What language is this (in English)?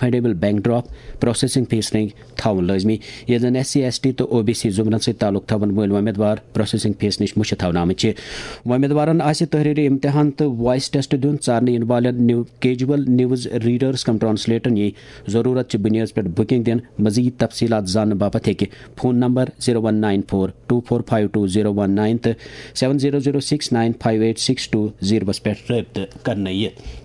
Kashmiri